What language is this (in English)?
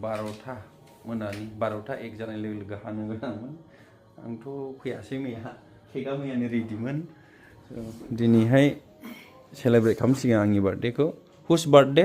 Bodo